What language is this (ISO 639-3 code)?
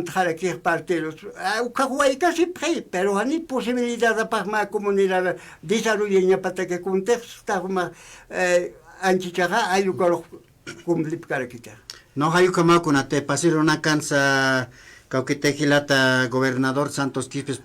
aym